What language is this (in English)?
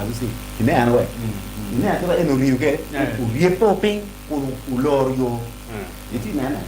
Acoli